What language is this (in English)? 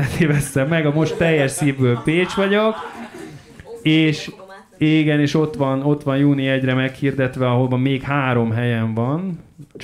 Hungarian